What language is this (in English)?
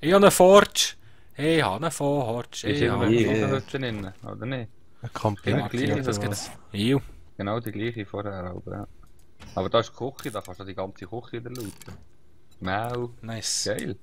Swiss German